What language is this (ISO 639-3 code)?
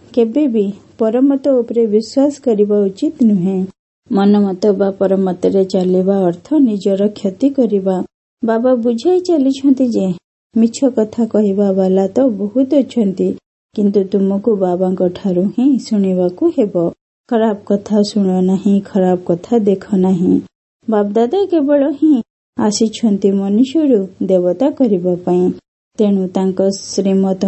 ori